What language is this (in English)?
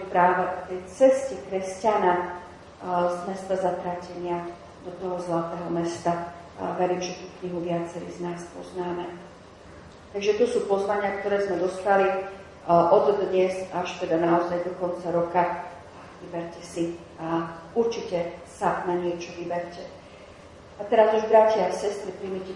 Slovak